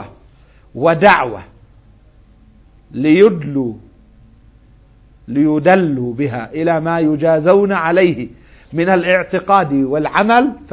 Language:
Arabic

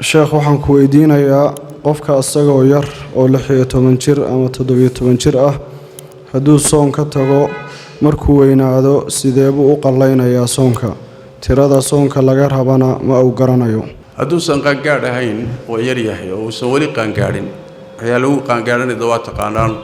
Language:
Somali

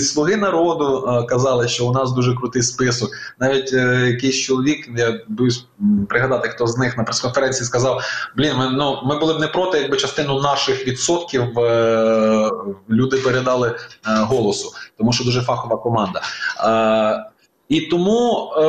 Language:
Ukrainian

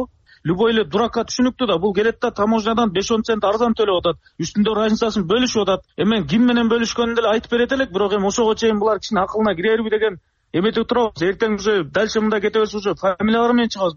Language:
Kyrgyz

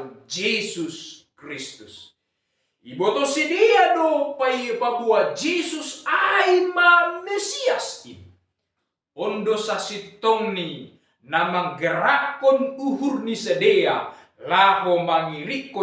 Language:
Batak Simalungun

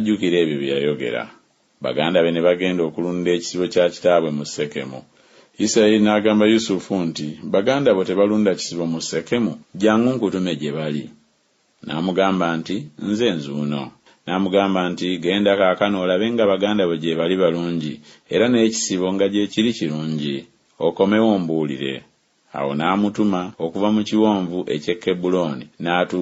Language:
Ganda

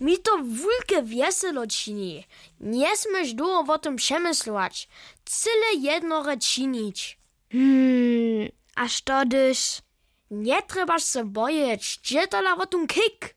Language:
Upper Sorbian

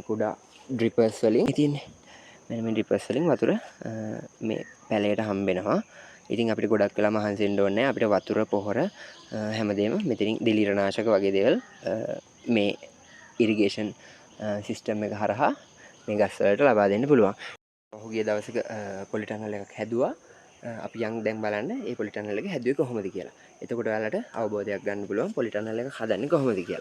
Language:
Sinhala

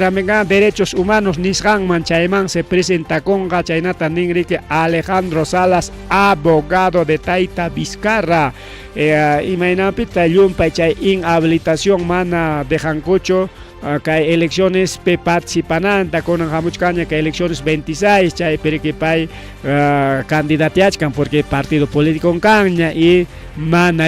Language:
Ayacucho Quechua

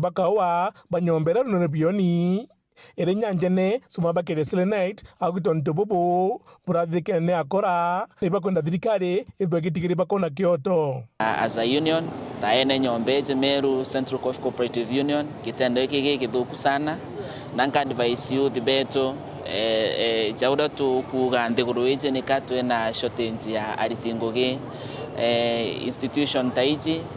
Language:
Meru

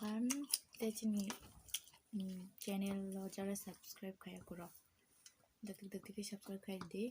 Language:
Kok Borok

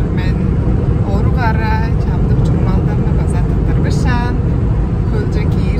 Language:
Tuvinian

